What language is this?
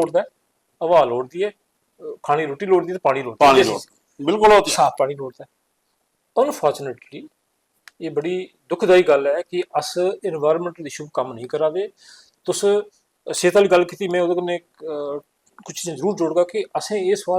Dogri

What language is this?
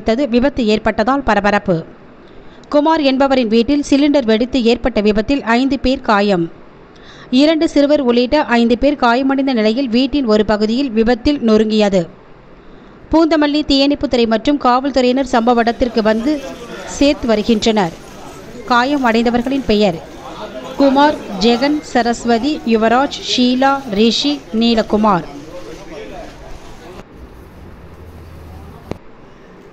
Tamil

